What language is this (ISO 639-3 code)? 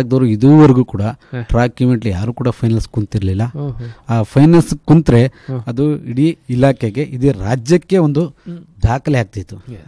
kan